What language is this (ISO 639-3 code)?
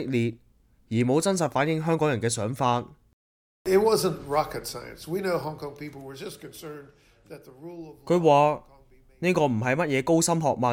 yue